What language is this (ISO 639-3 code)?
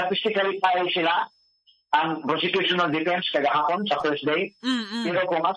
fil